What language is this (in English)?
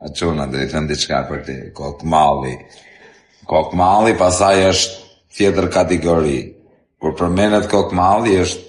Albanian